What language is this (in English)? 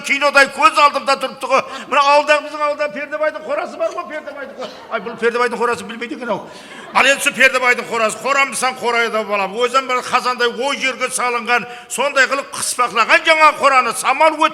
Kara-Kalpak